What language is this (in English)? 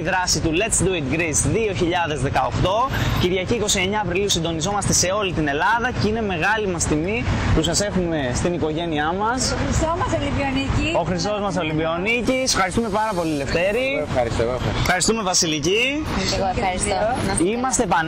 Greek